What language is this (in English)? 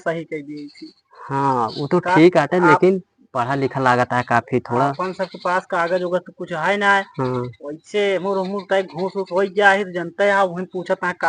Awadhi